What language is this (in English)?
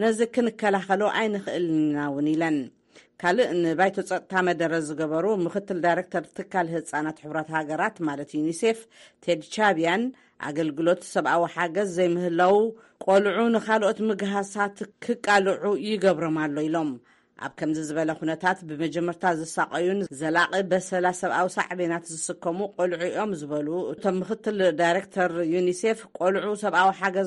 Tigrinya